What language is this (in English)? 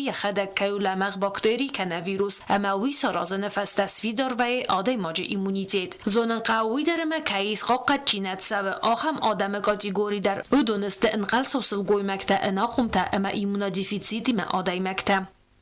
Ossetic